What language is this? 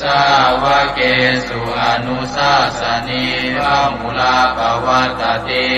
Pali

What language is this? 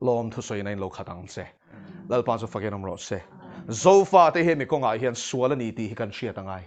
Mizo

